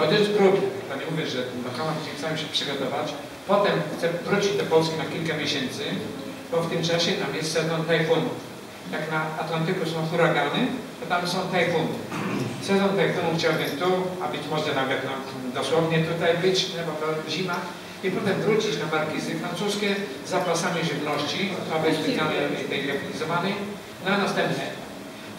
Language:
Polish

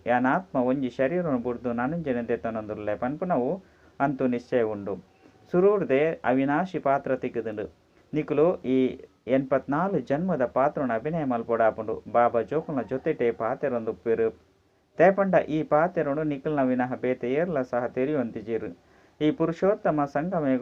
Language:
Tulu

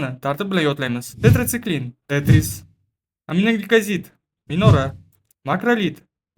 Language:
Uzbek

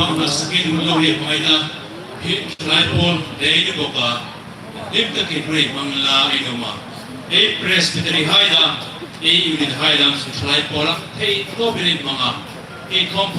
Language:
Hmar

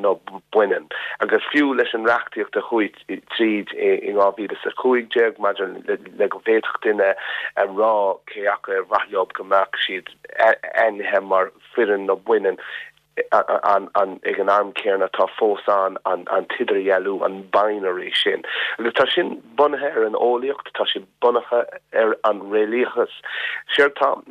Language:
Irish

